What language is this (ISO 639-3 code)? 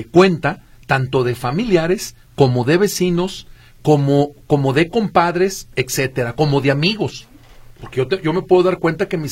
spa